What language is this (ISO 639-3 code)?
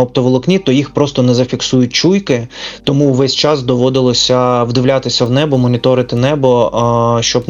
ukr